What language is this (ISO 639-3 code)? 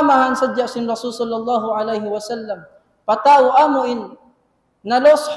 tsg